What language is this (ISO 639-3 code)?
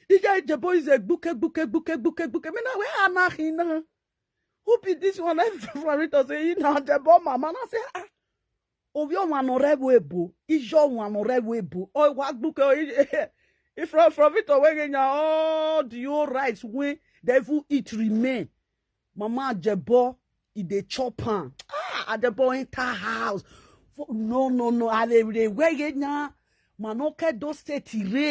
pcm